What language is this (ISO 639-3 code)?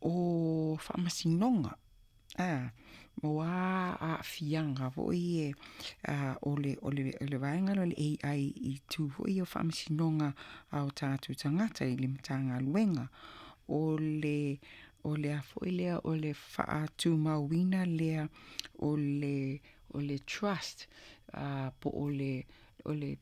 smo